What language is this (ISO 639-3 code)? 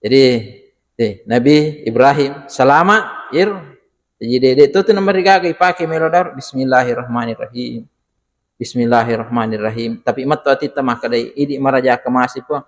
bug